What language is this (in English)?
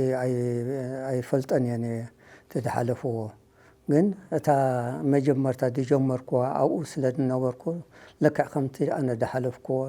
Tigrinya